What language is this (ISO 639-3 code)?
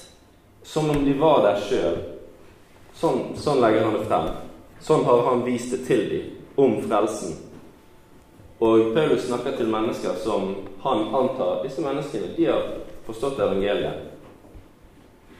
nor